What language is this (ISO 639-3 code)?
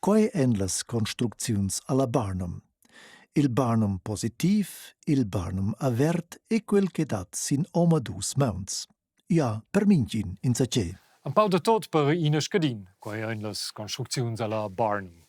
roh